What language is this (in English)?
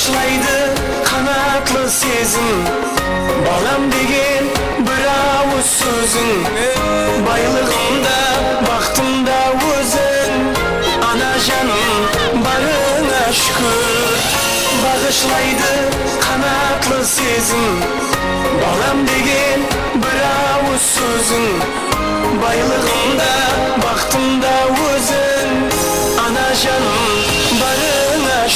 Kara-Kalpak